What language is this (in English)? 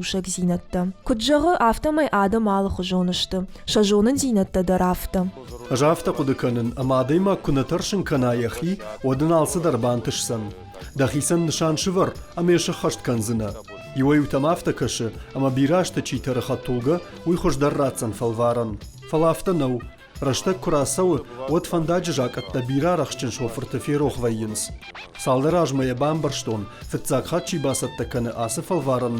Ossetic